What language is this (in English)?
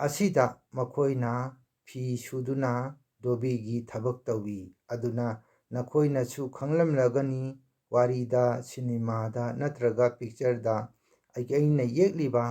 Manipuri